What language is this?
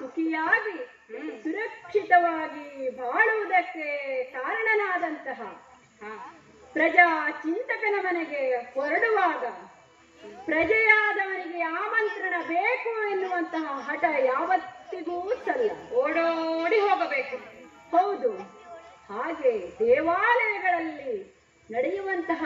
Kannada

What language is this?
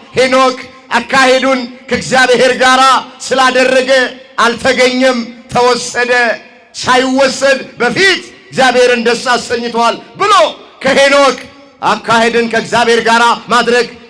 Amharic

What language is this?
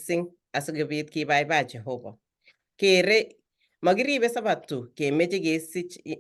Kalenjin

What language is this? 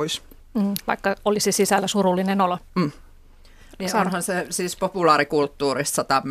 Finnish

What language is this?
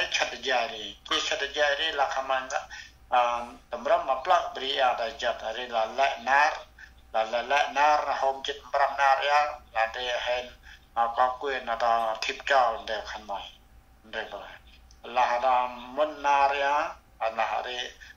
Central Mnong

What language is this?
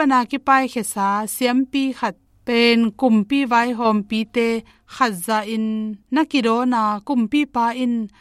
Tedim Chin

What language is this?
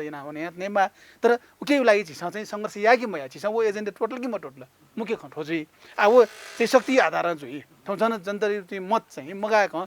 Newari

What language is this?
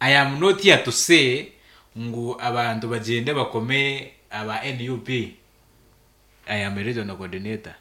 Nyankole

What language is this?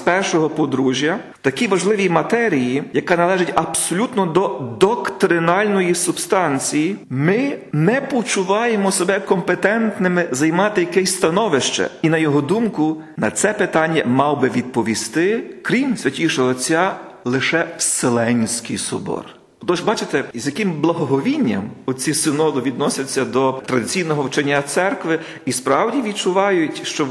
Ukrainian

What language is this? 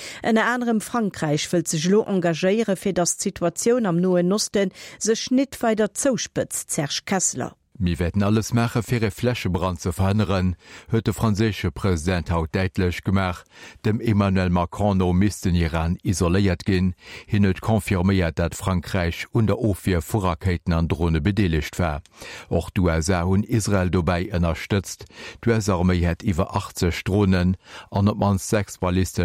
Luxembourgish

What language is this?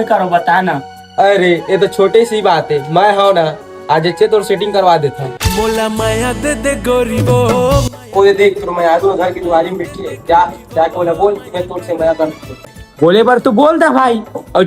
Chhattisgarhi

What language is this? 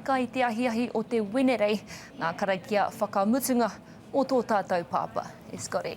Māori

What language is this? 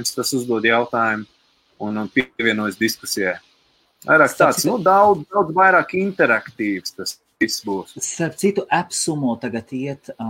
Latvian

